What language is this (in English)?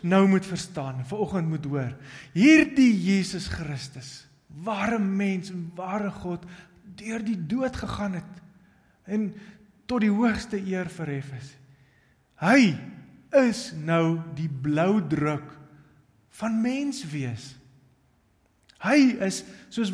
Afrikaans